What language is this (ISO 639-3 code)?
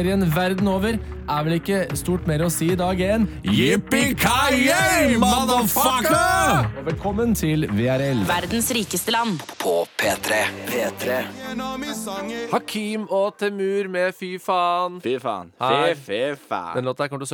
nor